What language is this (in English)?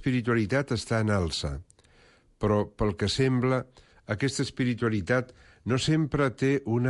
Catalan